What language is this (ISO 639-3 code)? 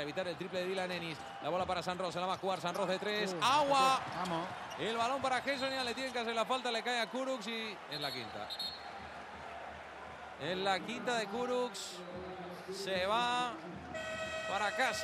spa